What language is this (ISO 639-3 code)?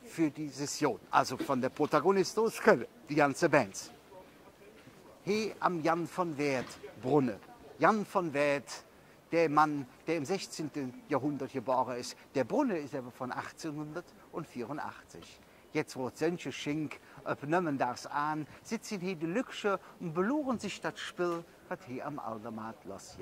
deu